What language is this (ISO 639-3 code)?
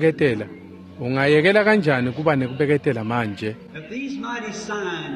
ssw